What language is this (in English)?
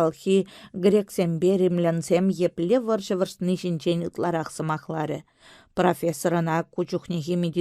Chuvash